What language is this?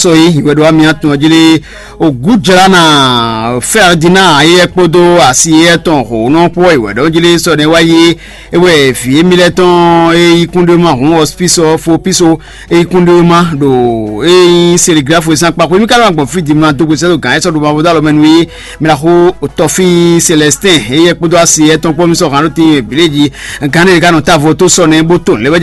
Fon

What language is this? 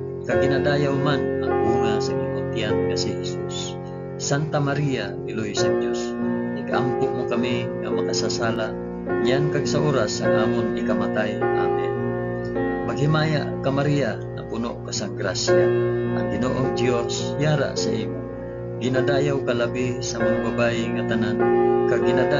Hiligaynon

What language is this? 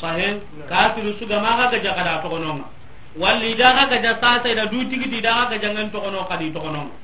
Soninke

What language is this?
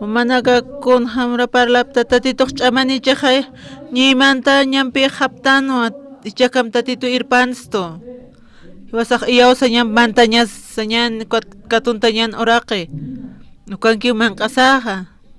Aymara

